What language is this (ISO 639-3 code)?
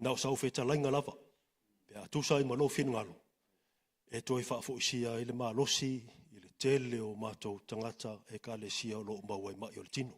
smo